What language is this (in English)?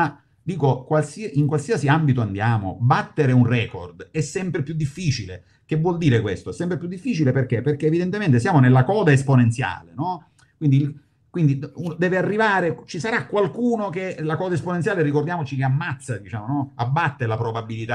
Italian